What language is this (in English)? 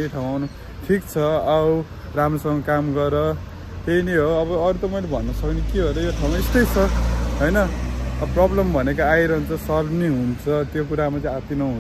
Nepali